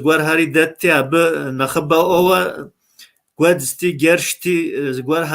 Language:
Kabardian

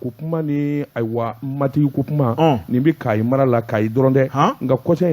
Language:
Bambara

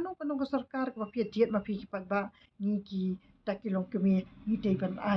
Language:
Khasi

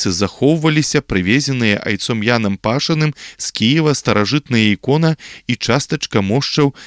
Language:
Belarusian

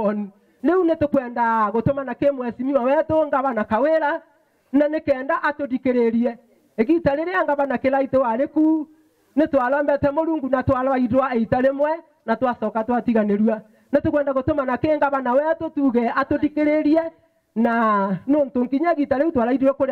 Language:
Meru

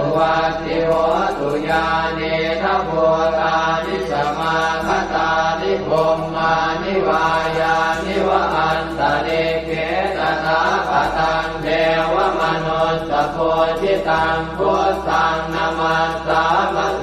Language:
Pali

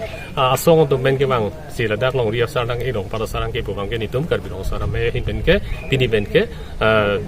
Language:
Karbi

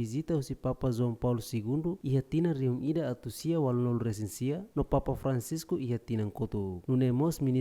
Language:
Tetum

